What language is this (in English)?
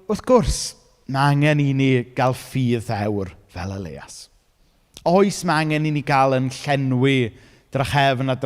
Welsh